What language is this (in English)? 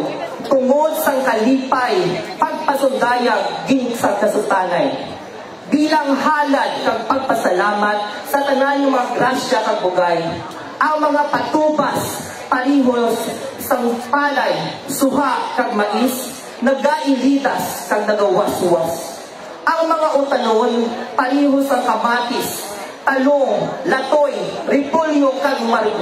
Hiligaynon